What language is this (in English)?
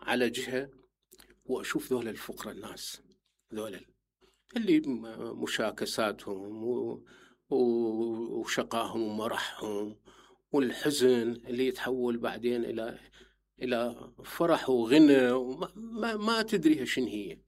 Mesopotamian Arabic